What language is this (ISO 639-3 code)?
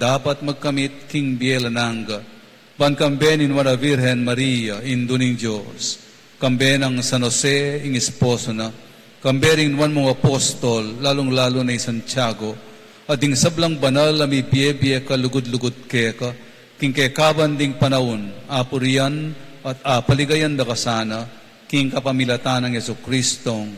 pam